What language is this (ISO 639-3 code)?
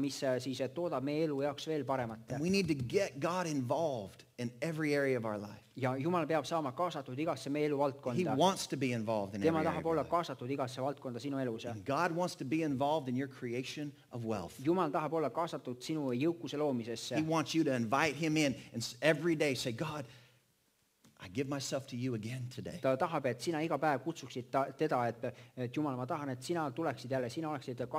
est